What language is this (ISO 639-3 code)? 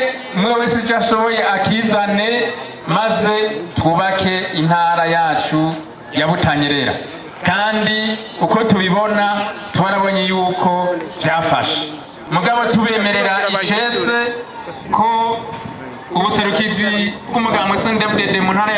run